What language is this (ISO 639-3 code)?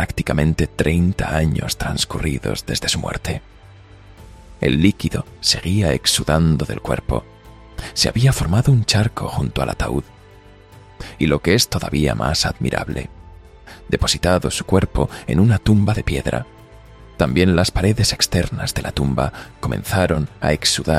spa